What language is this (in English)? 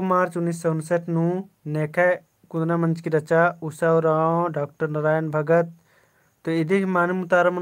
Kurukh